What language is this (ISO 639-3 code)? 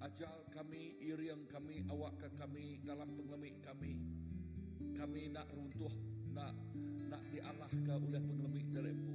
iba